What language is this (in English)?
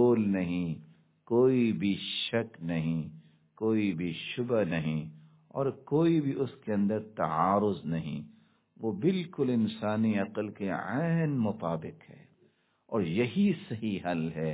Urdu